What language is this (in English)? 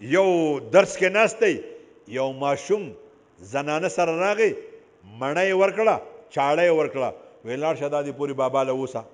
Pashto